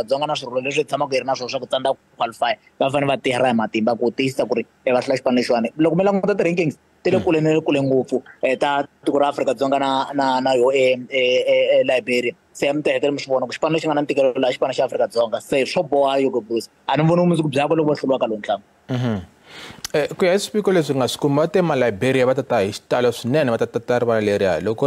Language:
Tsonga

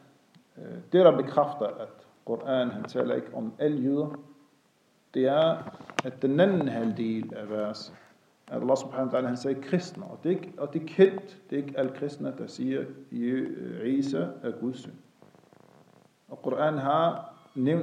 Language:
Danish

